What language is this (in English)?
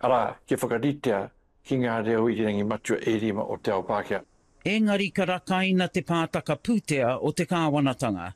Māori